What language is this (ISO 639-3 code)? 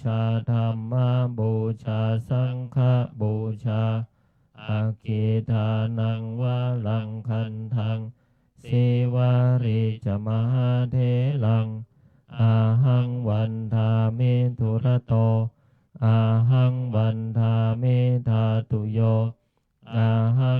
pli